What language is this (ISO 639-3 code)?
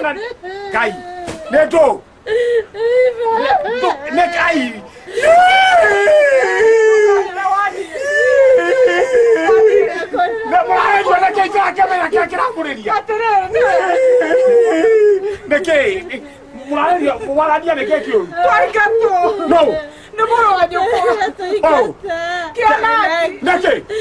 kik